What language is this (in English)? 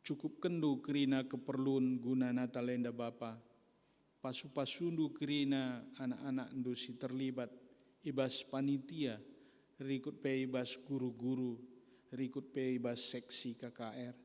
Batak Karo